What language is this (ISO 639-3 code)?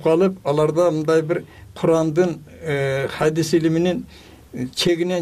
kir